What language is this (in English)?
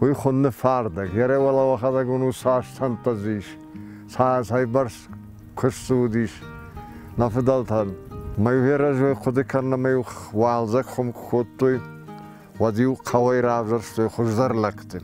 Ossetic